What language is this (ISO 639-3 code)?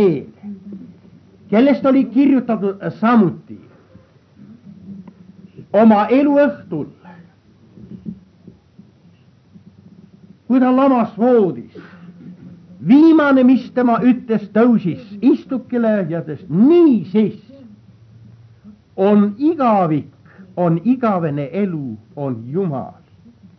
est